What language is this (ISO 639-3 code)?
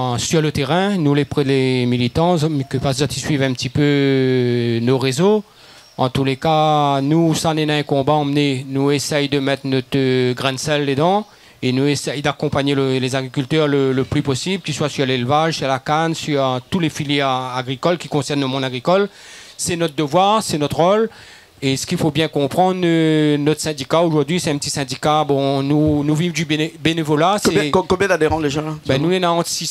rcf